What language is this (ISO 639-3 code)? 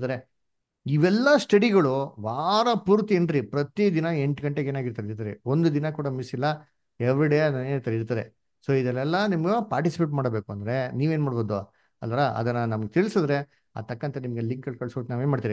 kan